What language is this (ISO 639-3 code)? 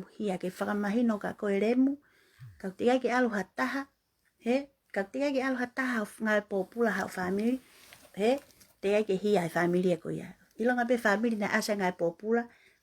ton